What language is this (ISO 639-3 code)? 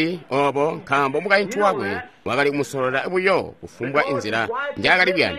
toi